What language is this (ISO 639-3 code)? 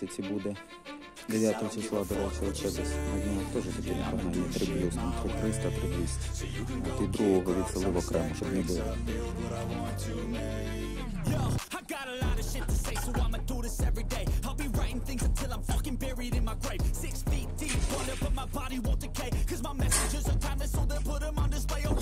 ukr